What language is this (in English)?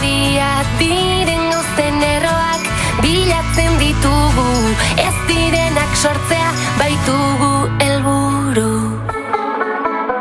Basque